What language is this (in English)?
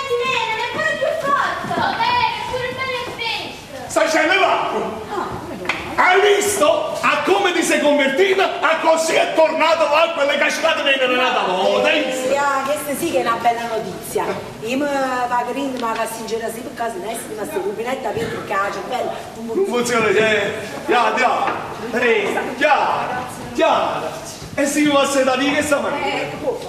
Neapolitan